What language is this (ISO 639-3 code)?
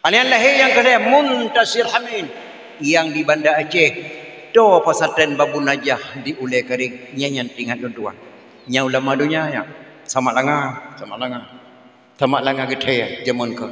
ace